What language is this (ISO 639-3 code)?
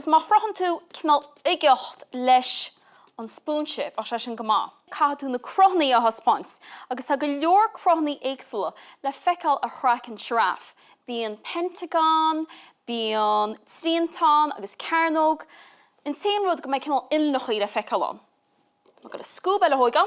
gle